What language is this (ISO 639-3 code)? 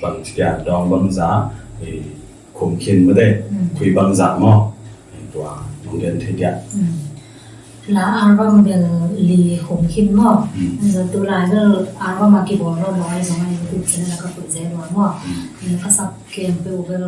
ctd